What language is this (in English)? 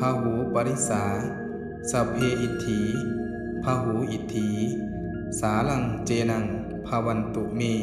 Pali